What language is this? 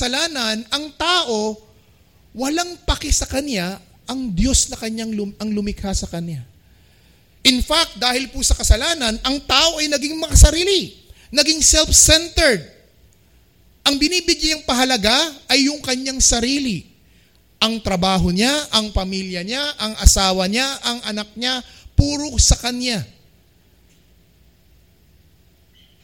Filipino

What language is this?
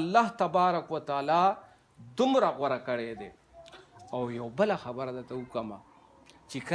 Pashto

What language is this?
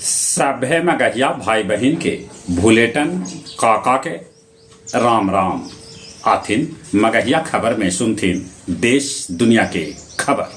Magahi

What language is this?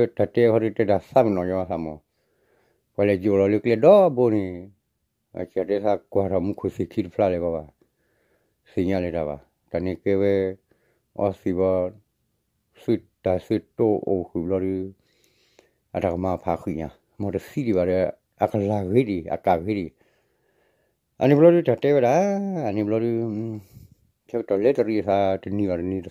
S'gaw Karen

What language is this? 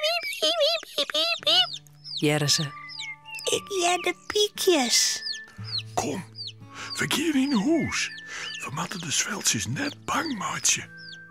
Western Frisian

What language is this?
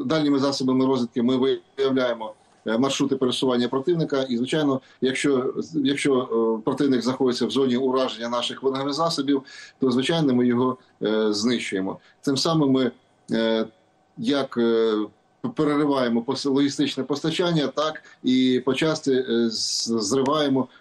Ukrainian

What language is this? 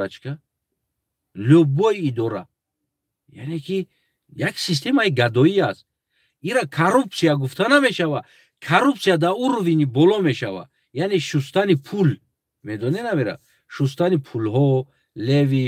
Tajik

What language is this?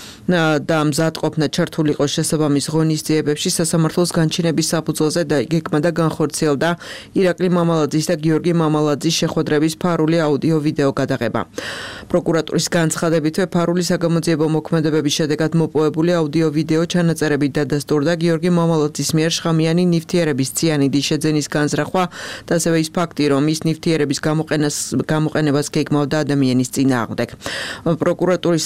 Georgian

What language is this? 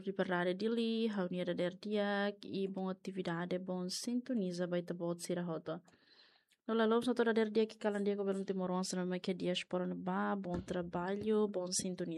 Tetum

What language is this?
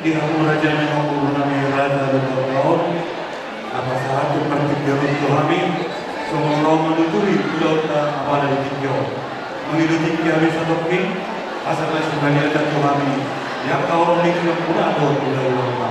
Batak Toba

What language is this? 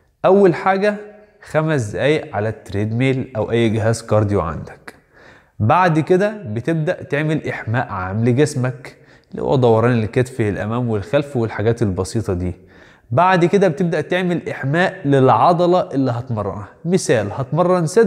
Egyptian Arabic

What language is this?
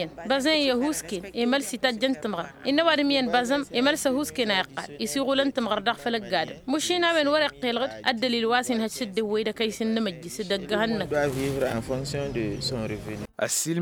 Tamasheq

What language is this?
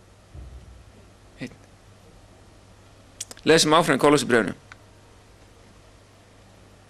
Icelandic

